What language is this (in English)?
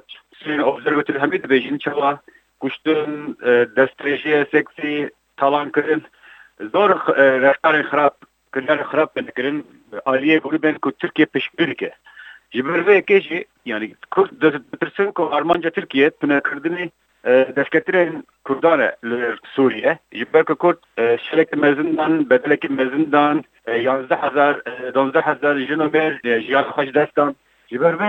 Kurdish